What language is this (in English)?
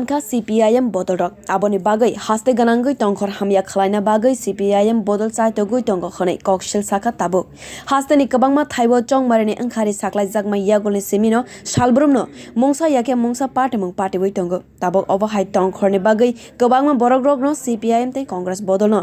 Kok Borok